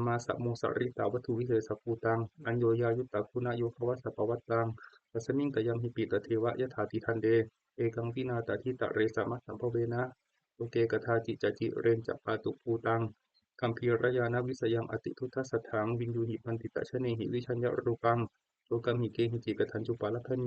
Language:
Pali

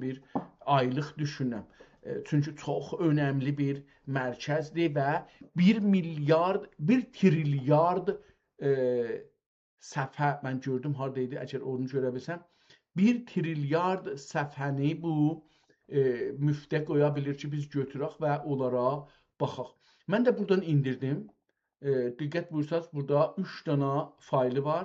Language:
South Azerbaijani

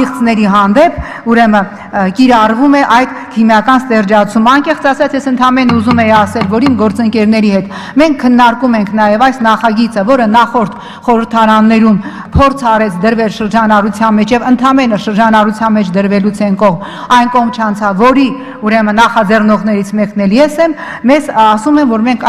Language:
Armenian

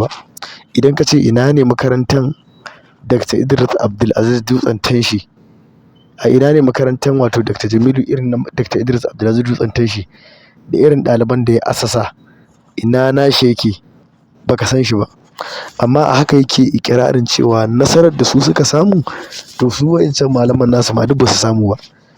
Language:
Hausa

